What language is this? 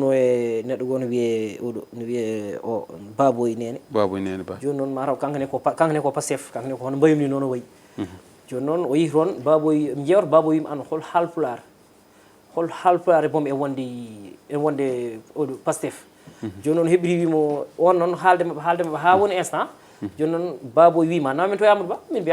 Fula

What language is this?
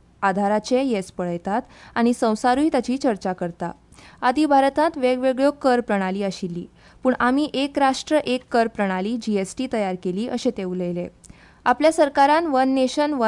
Konkani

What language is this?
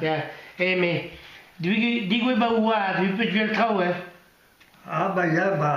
Breton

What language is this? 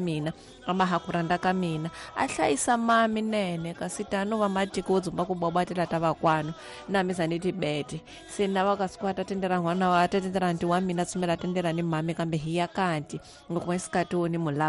Tsonga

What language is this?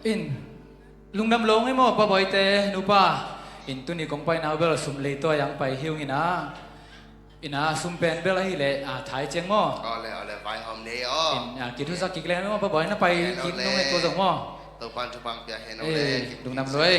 Tedim Chin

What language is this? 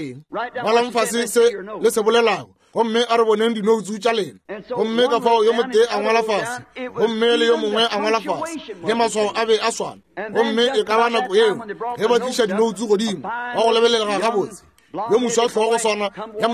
Northern Sotho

